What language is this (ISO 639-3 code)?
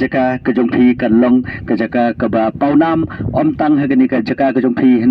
kha